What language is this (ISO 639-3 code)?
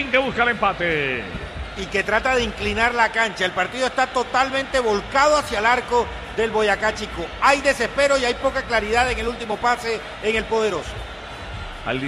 spa